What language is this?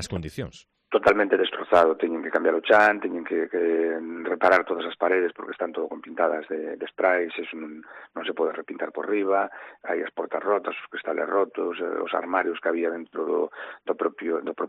Galician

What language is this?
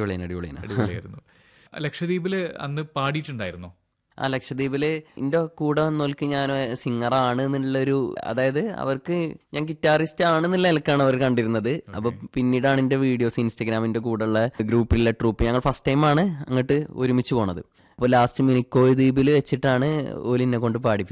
Malayalam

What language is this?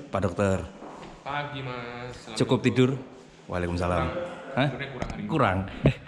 Indonesian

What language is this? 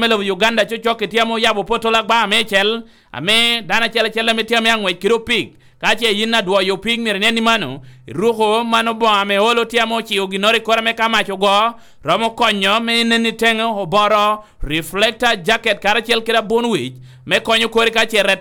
Lango (Uganda)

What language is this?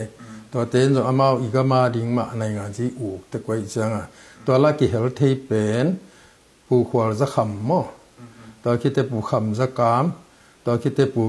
Tedim Chin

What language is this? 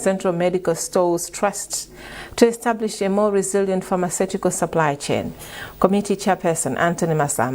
English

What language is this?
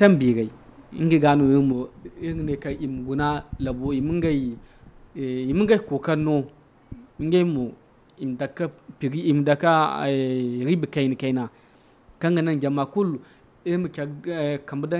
Zarma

